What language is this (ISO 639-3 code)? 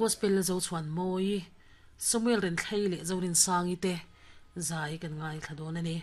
lus